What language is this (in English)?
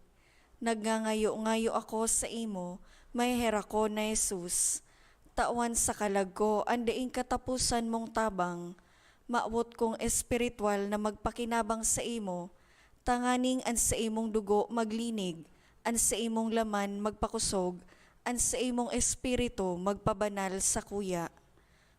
Bikol